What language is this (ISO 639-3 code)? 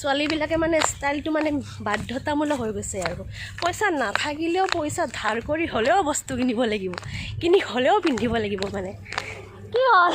asm